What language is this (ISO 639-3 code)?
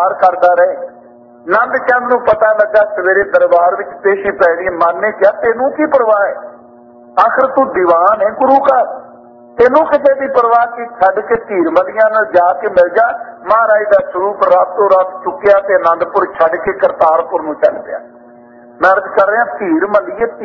pan